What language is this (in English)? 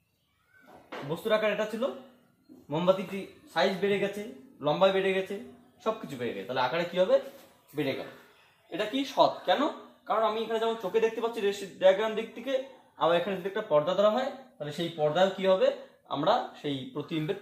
Bangla